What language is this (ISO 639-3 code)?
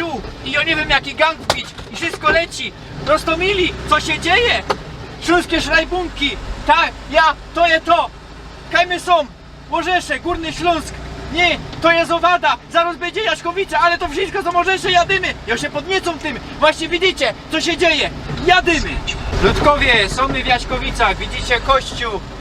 szl